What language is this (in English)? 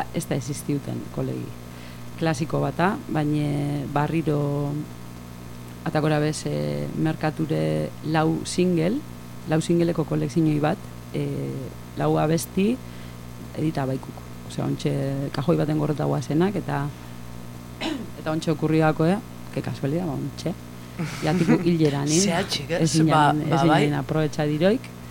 Basque